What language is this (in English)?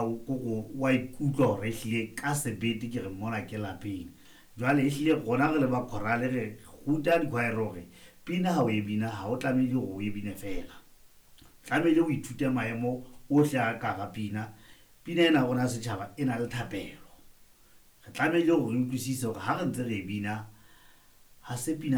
Southern Sotho